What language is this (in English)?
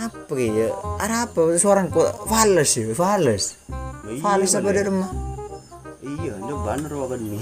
Madurese